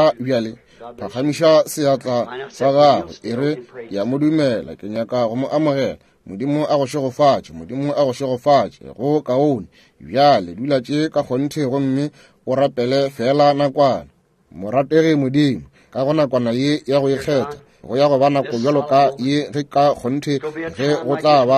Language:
Northern Sotho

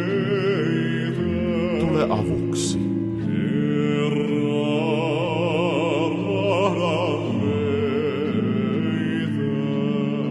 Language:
Finnish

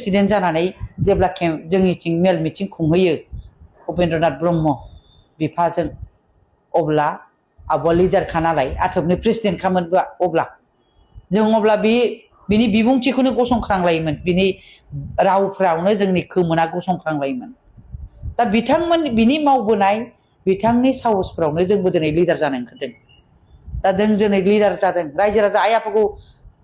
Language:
Bodo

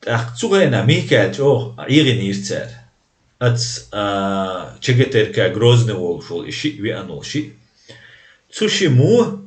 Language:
Chechen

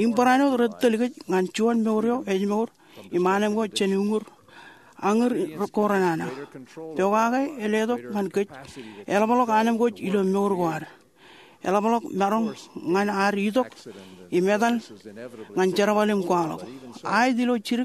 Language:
Marshallese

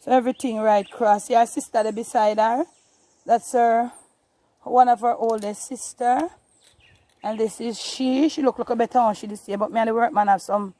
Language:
Jamaican Creole English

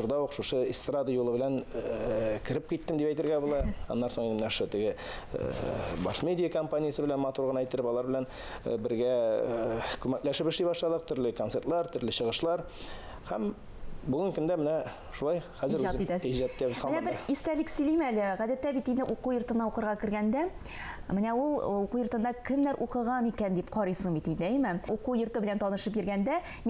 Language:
Tatar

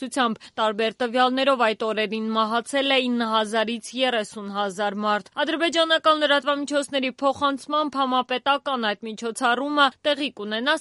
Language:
Armenian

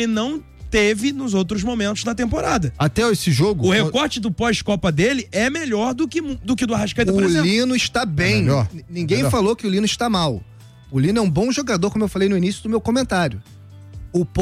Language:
Portuguese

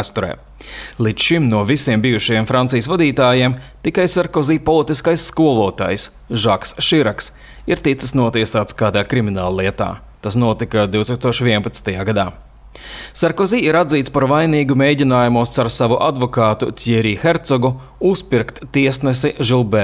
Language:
Latvian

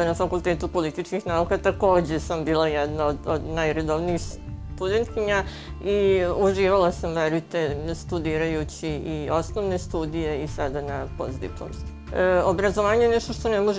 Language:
Serbian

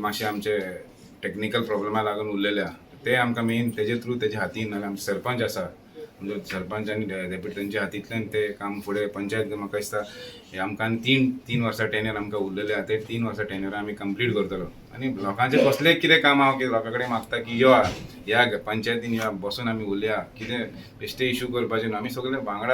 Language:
Konkani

